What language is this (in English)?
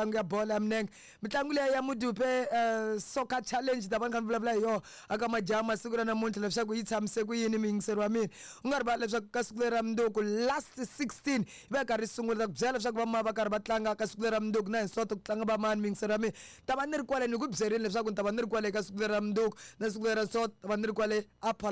Tsonga